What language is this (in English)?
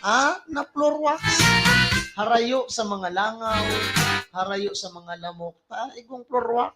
Bikol